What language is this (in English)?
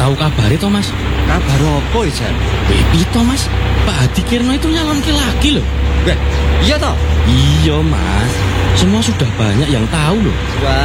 Indonesian